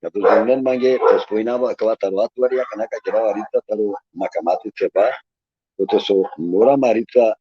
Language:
Balkan Romani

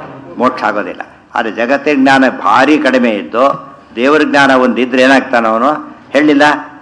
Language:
Kannada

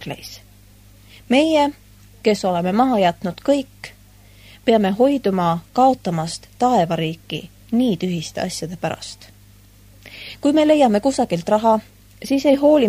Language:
Estonian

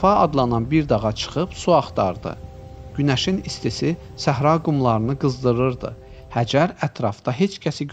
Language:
Azerbaijani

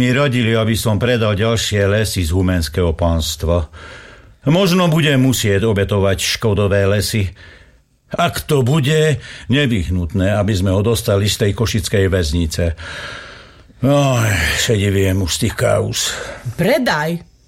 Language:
Slovak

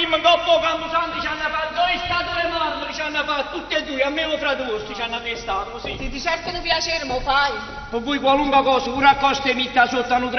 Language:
Neapolitan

